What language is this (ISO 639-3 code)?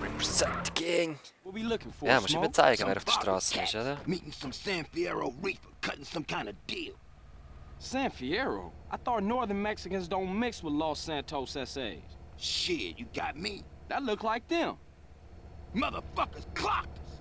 gsw